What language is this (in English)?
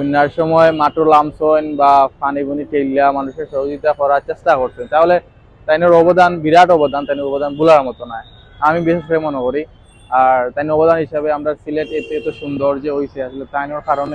Sylheti